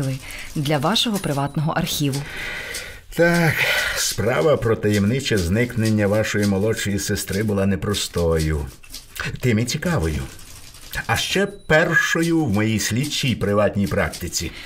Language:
Ukrainian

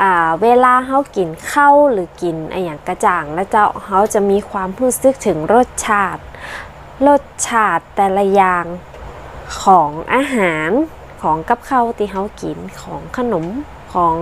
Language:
Northern Thai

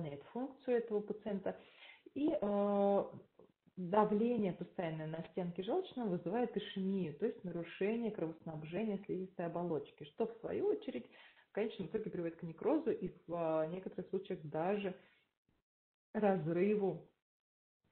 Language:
Russian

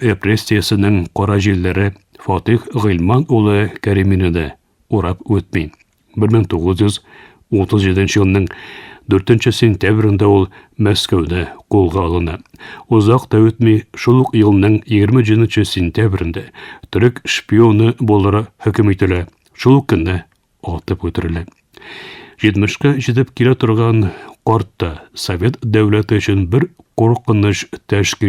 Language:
Tatar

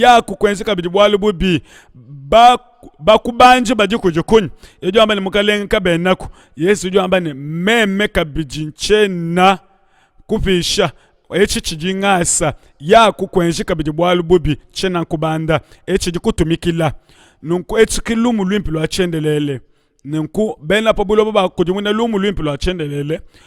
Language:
Luba-Lulua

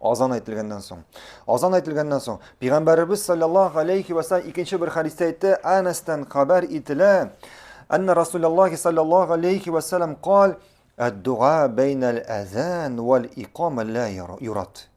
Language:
Tatar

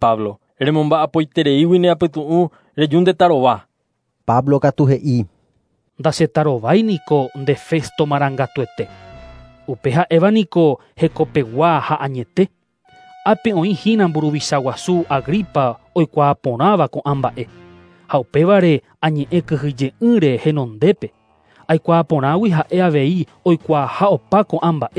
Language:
Guarani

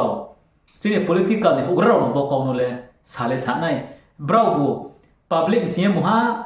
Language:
Riang (India)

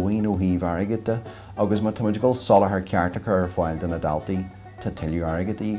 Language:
Irish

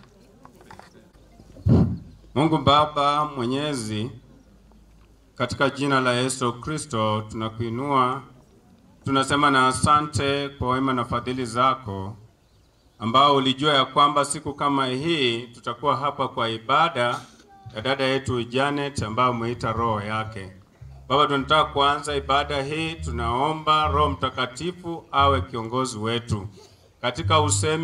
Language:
Swahili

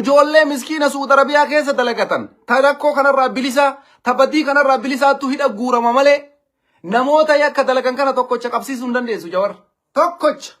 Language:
Oromo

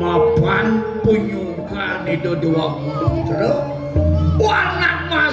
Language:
Balinese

